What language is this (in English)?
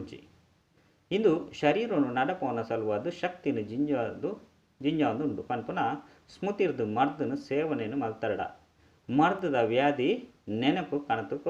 Tulu